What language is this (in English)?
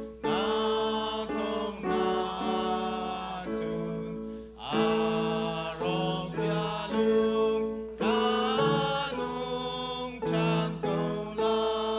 Hakha Chin